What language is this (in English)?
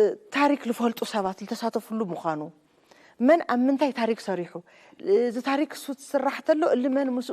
Tigrinya